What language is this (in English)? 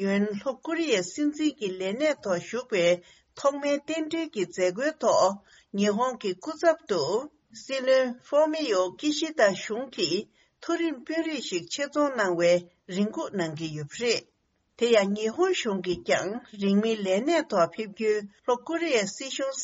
Tibetan